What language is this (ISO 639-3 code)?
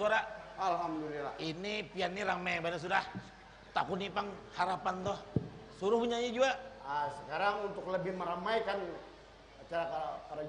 bjn